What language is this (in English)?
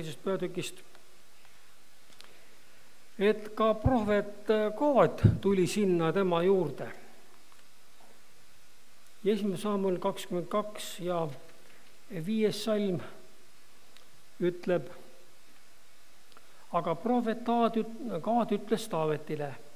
Estonian